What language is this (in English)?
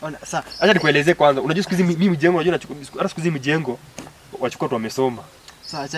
Swahili